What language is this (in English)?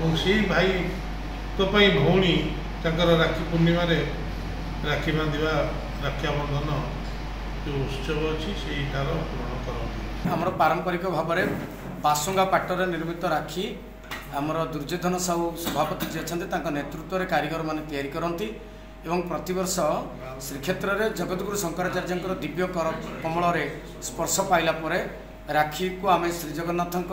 Odia